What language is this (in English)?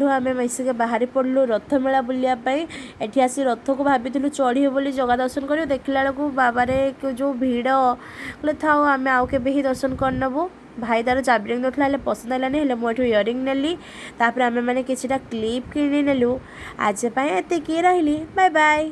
Odia